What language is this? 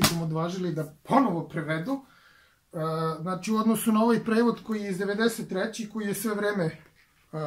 Serbian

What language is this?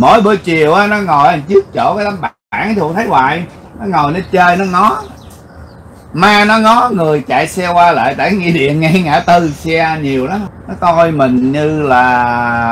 Vietnamese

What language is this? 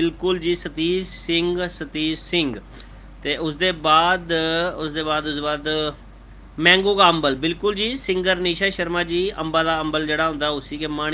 Dogri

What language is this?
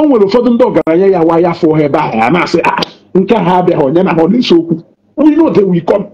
Igbo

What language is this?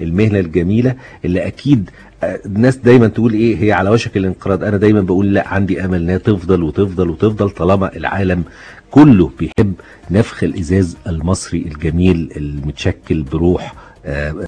Egyptian Arabic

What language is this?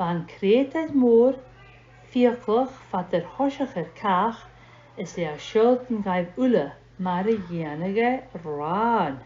Scottish Gaelic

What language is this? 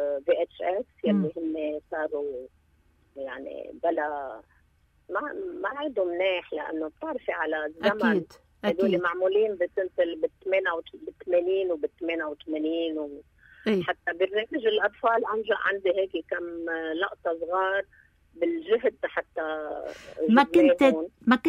North Levantine Arabic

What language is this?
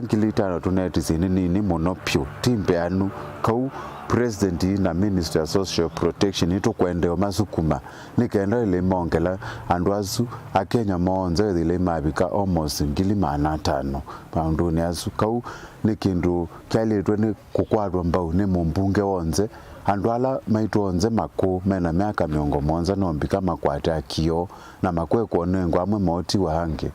Kamba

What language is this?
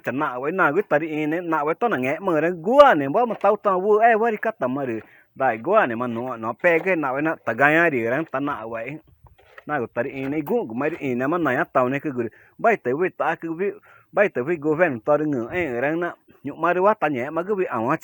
Ticuna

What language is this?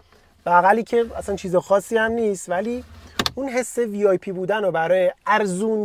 Persian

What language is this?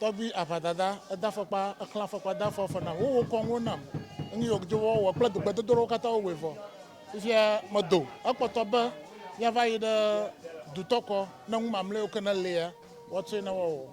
Ewe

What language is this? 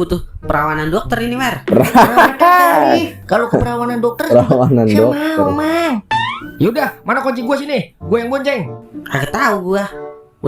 Betawi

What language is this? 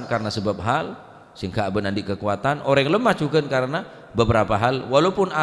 Madurese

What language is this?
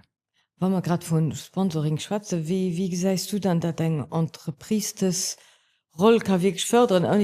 Luxembourgish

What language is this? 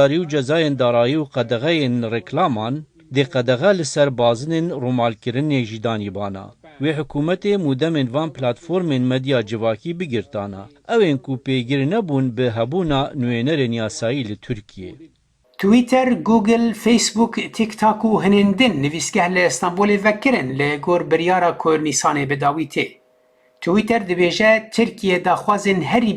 Kurdish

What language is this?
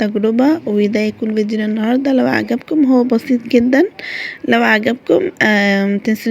Egyptian Arabic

